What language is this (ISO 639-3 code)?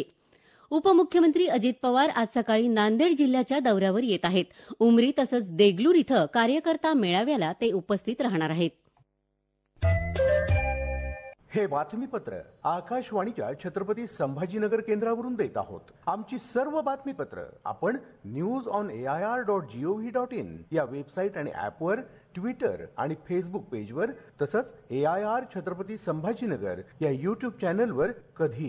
mar